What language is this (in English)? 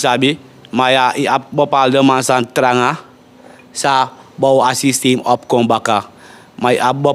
Sranan Tongo